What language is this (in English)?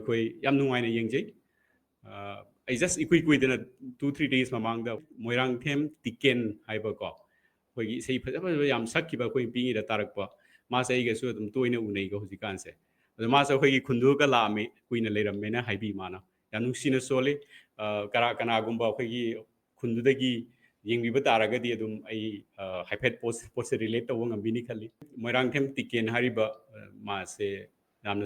Manipuri